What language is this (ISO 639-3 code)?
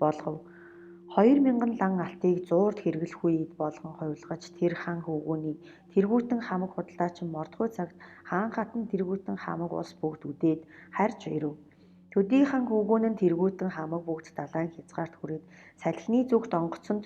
mon